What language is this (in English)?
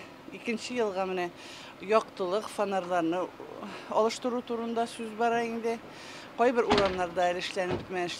Tatar